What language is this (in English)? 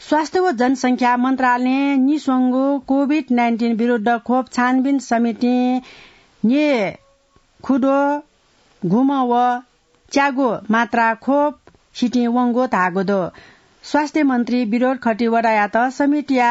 Newari